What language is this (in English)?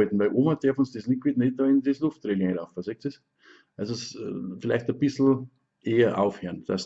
Bavarian